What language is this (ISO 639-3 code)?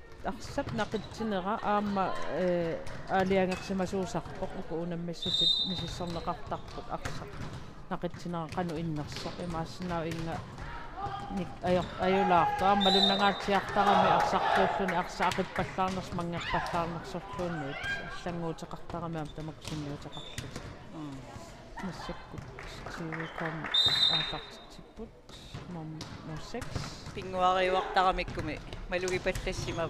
kal